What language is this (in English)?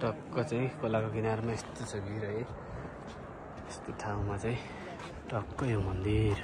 Nepali